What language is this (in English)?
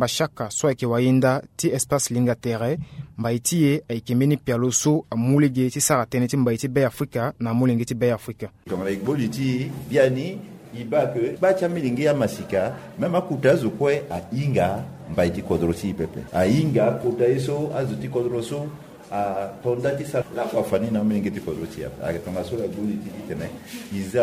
Sango